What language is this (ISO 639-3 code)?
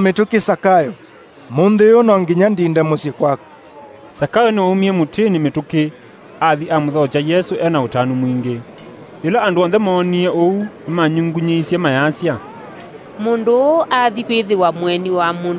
kam